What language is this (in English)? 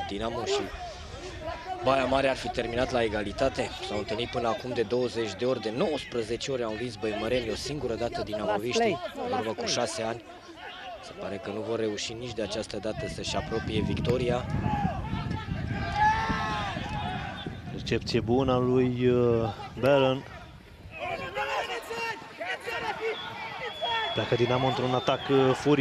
Romanian